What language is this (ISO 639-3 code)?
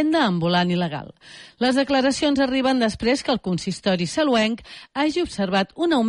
cat